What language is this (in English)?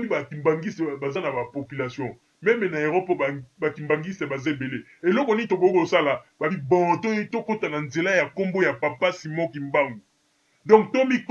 Lingala